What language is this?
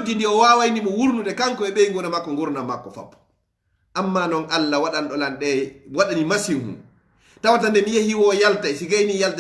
Fula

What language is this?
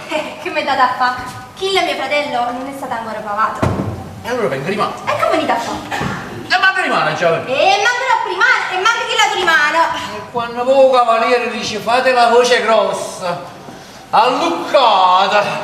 Neapolitan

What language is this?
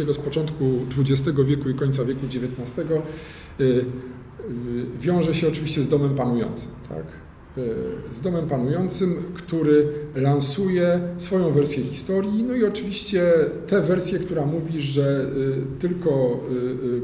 Polish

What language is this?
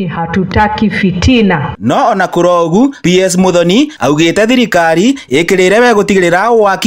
Kikuyu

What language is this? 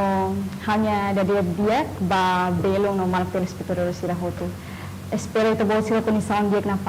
Tetum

